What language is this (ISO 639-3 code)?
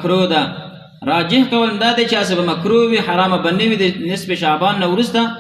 pus